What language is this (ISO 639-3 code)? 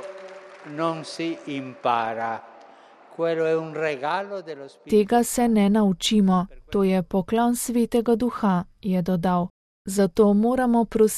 slv